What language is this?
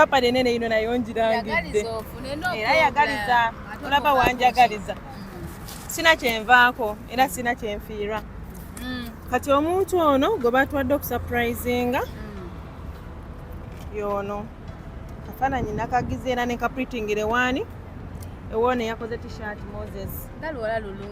Ganda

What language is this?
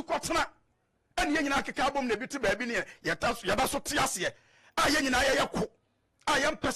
Akan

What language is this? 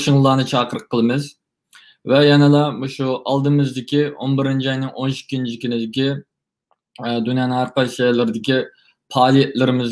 Uyghur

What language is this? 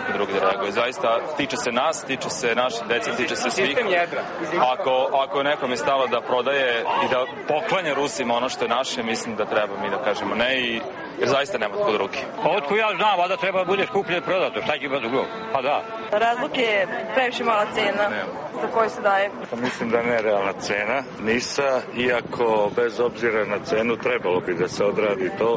Serbian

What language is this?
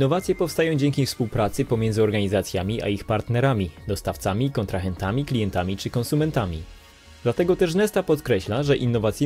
Polish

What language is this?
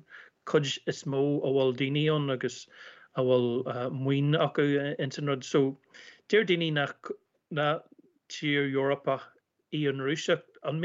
Irish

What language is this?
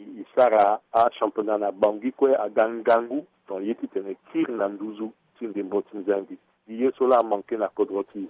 Sango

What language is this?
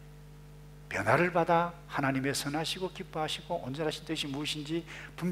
Korean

